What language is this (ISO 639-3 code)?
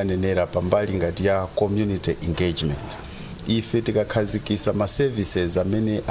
nya